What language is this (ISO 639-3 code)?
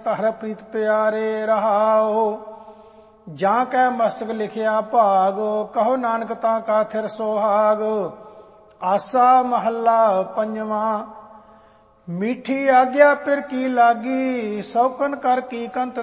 pan